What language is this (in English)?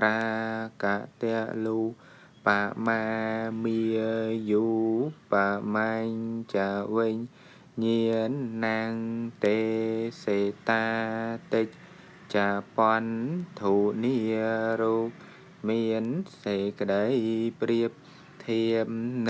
Khmer